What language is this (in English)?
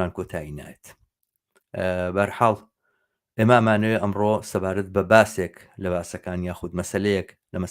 Central Kurdish